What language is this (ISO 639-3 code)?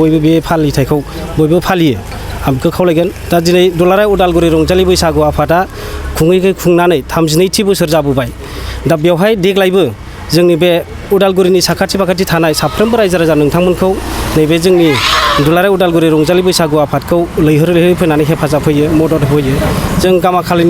brx